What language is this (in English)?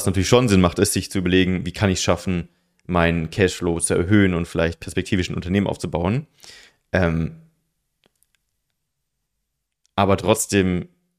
German